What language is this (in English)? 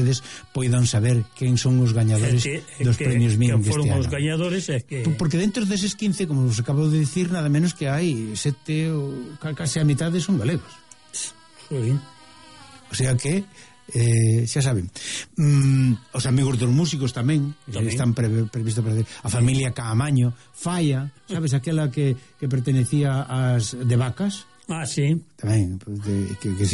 Galician